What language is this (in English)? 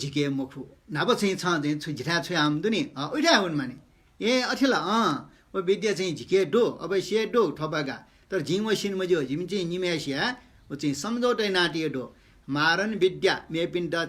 Newari